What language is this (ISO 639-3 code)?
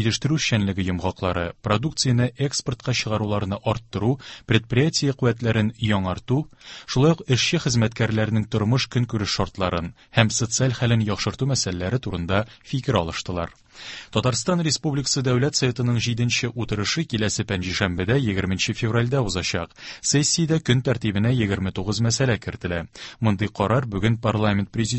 tat